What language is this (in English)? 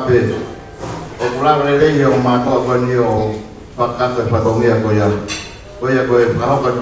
Tongan